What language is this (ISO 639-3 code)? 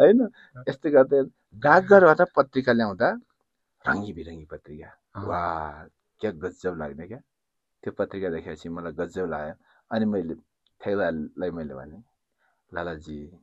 nep